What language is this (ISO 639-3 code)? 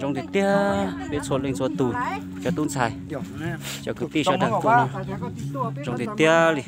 hmn